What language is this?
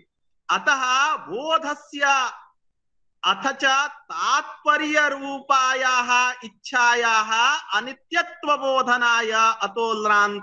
Sanskrit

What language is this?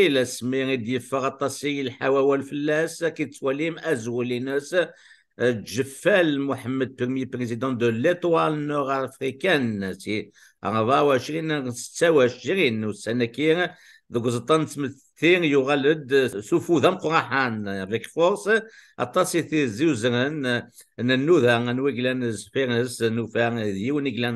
Kabyle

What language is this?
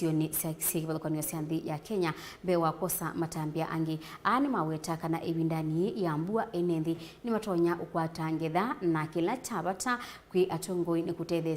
Kamba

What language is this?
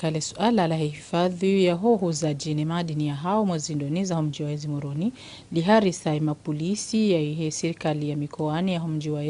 Ngazidja Comorian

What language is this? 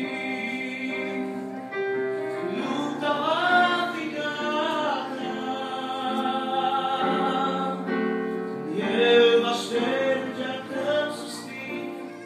Romanian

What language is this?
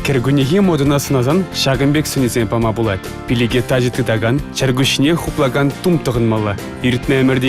Chuvash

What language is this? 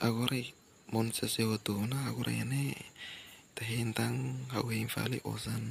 Tetum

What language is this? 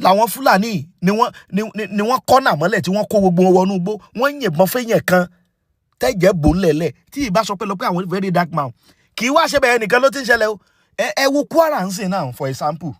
Yoruba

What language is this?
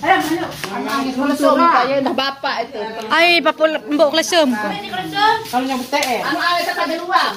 Sasak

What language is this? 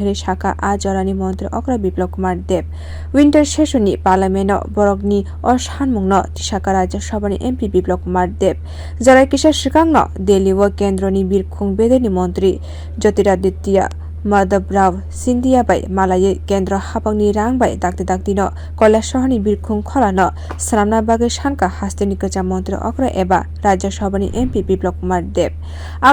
Kok Borok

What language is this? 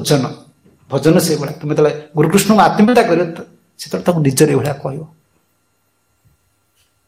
Odia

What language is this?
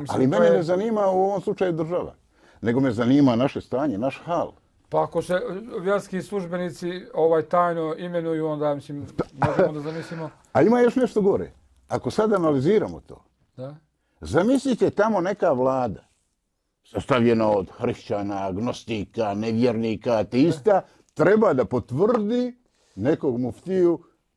Bosnian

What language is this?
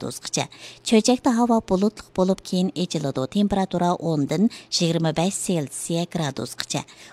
Uyghur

